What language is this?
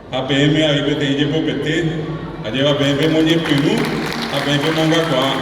Guarani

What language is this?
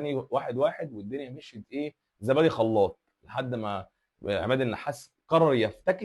Egyptian Arabic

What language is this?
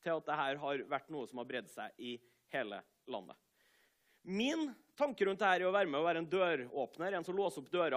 Norwegian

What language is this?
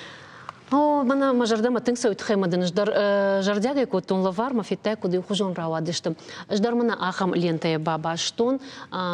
Ossetic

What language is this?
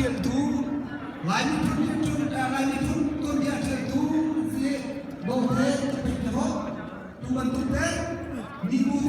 Hakha Chin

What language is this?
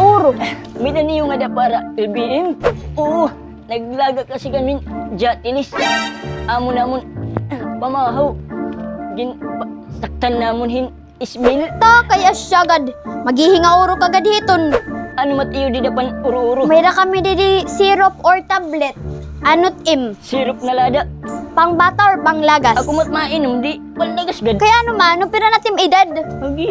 Waray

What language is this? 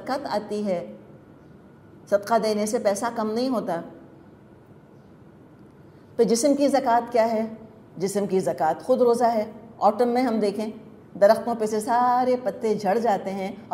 Urdu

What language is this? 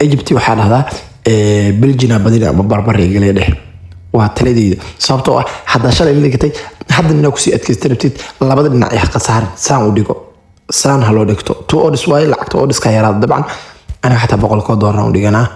Somali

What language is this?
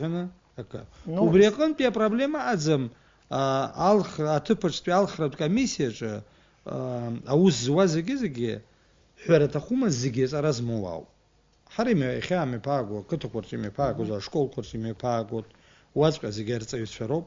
Abkhazian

